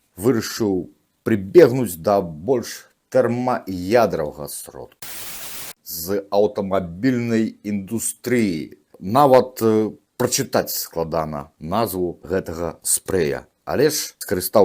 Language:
Belarusian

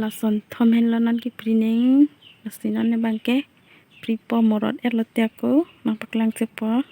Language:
Karbi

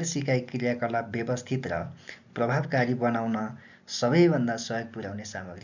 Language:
Nepali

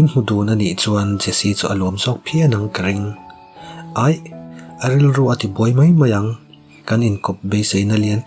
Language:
Mizo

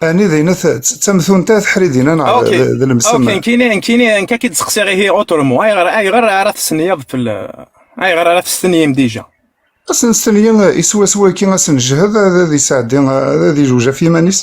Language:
Kabyle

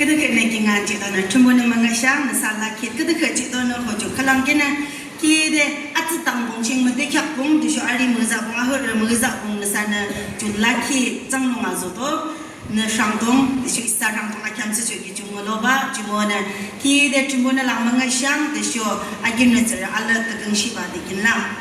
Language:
Naga Pidgin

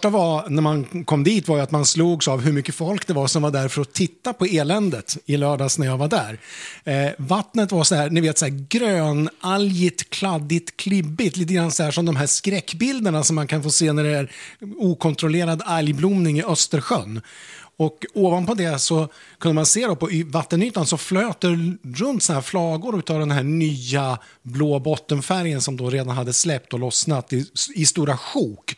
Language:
Swedish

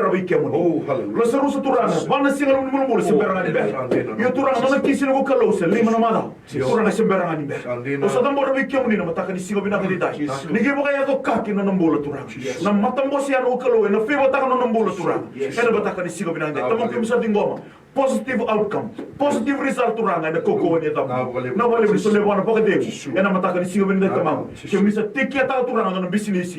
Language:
Fijian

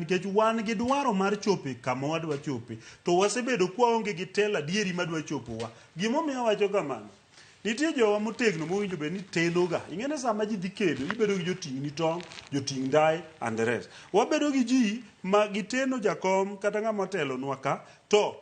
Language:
Luo (Kenya and Tanzania)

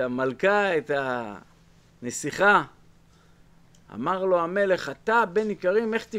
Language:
Hebrew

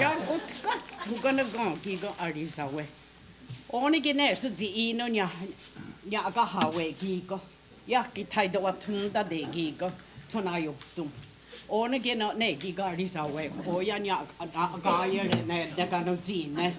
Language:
Mohawk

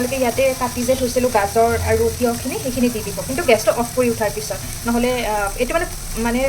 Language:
Assamese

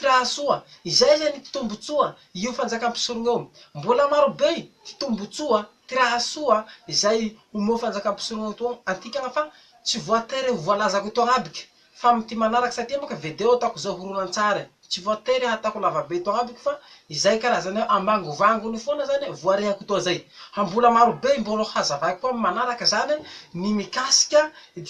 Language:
Malagasy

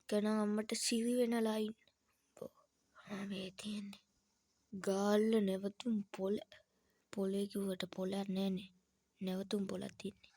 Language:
Sinhala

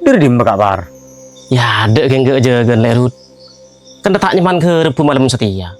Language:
Madurese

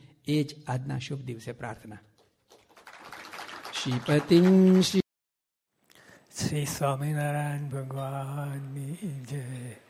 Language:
Gujarati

